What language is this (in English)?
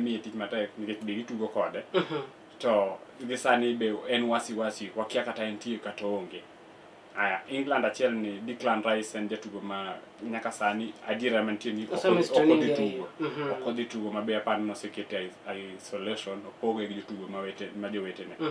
Luo (Kenya and Tanzania)